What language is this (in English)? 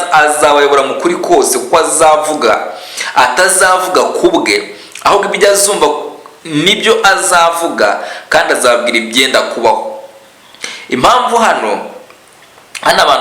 Kinyarwanda